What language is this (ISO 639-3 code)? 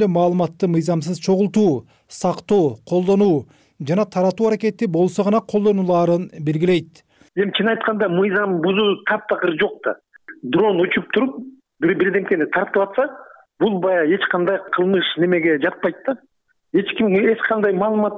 kir